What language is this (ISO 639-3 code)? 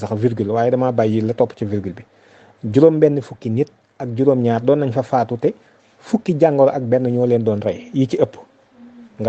wol